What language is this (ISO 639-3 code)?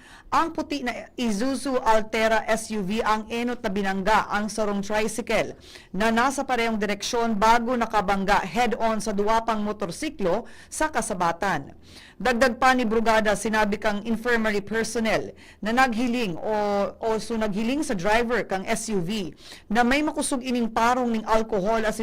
bik